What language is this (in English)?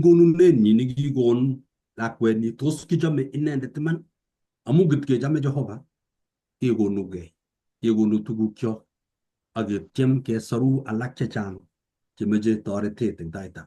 Kalenjin